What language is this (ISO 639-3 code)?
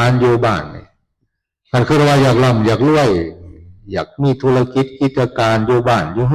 tts